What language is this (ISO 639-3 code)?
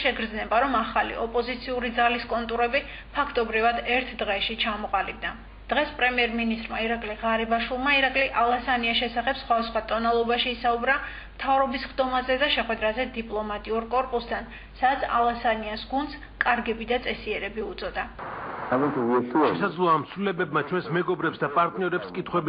kat